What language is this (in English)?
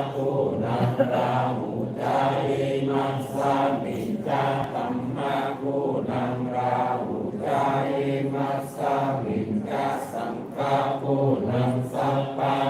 Pali